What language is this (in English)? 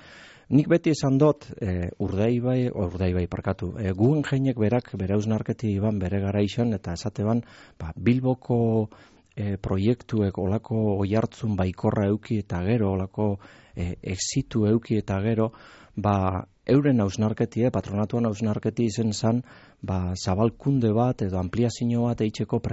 Basque